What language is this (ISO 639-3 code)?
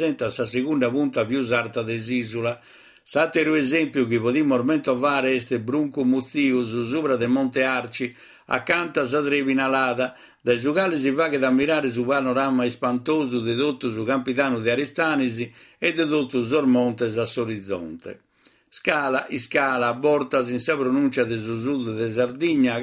srd